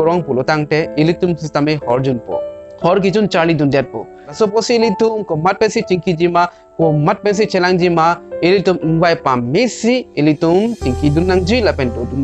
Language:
Karbi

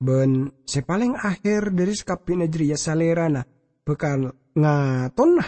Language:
Madurese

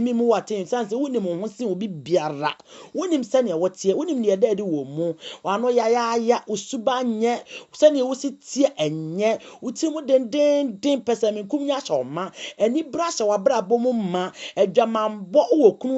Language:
Akan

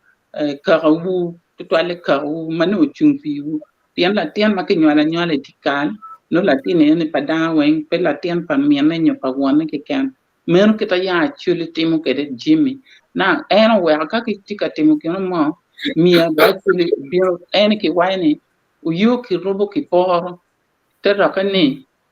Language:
Acoli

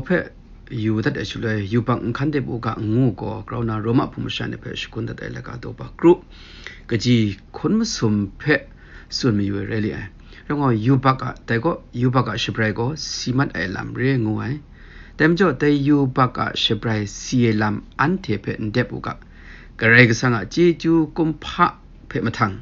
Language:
Kachin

